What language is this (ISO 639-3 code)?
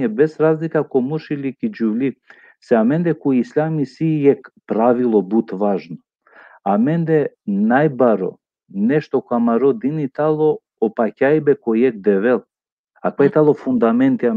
rmn